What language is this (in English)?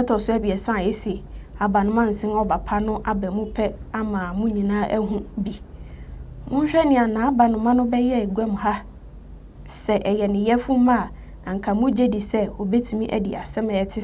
Akan